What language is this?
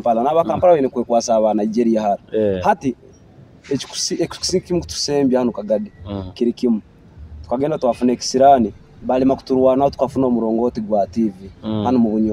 Nyoro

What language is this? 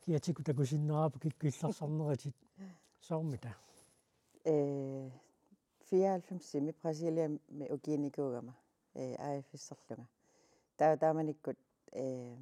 Kalaallisut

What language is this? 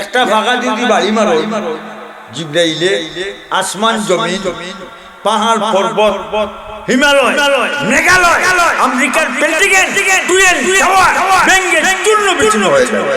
Sylheti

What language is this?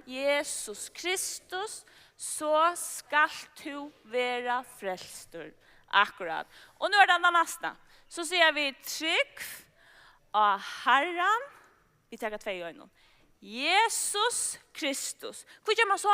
Faroese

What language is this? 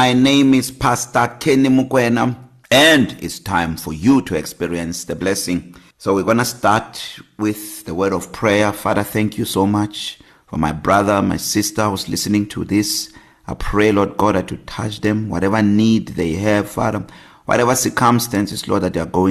English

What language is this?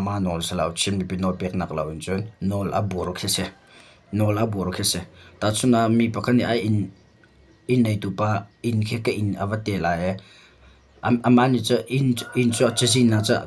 Hakha Chin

